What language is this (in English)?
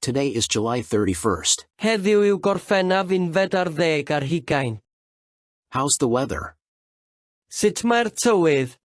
Welsh